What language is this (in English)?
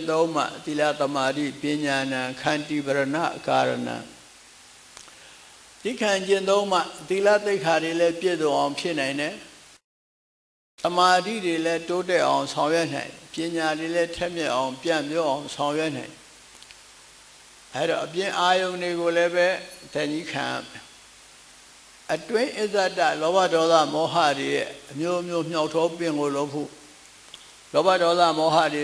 Burmese